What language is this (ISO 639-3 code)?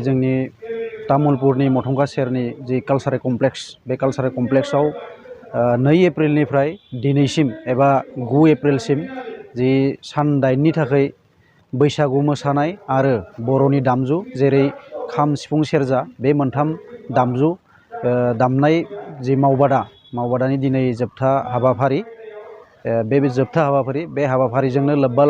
brx